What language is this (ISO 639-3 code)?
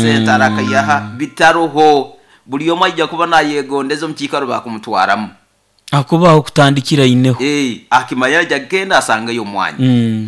nyo